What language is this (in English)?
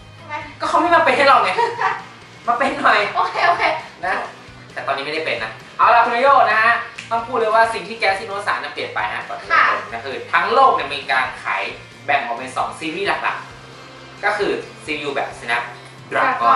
Thai